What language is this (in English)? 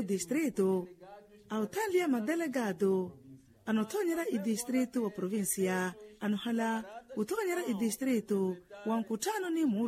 Makhuwa